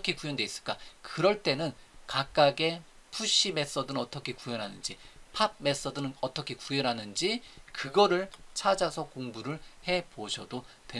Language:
Korean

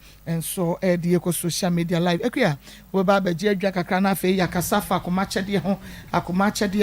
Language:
Akan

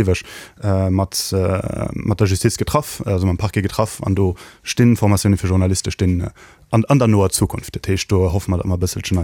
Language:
Luxembourgish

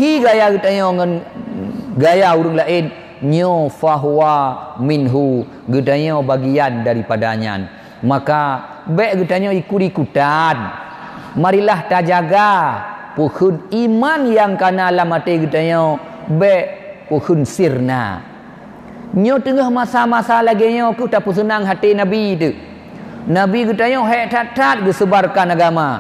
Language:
Achinese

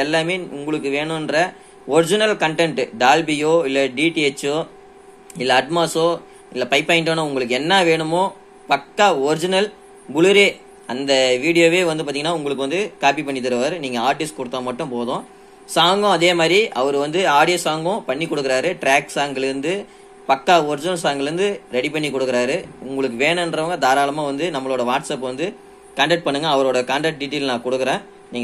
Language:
Tamil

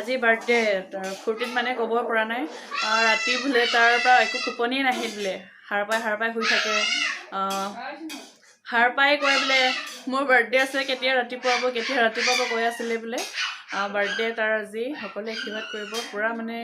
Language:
Assamese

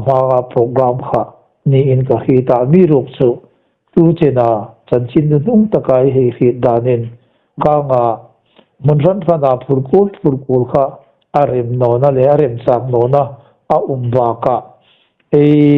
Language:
Hmar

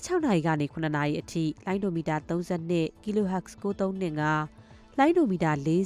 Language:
Burmese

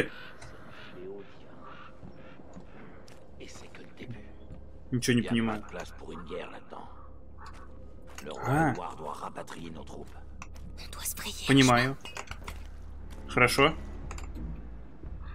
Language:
Russian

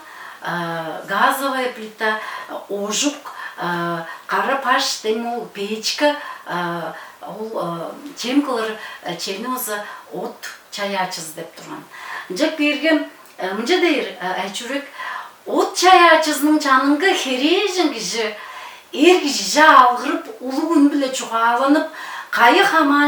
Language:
Tuvinian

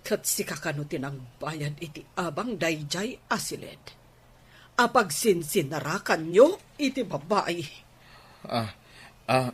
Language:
Iloko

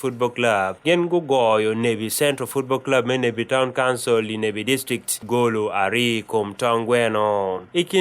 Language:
Acoli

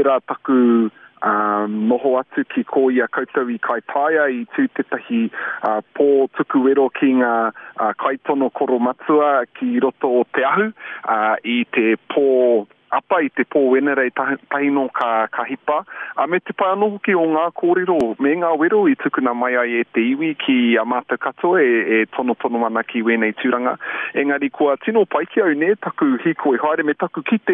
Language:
Māori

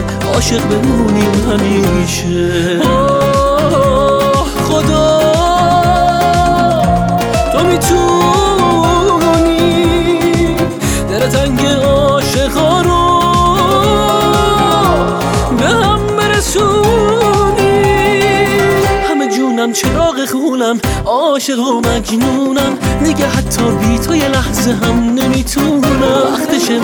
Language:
Persian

